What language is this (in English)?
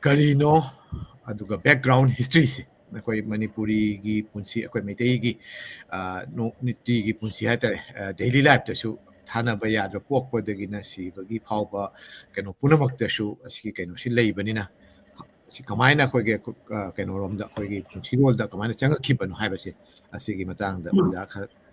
Manipuri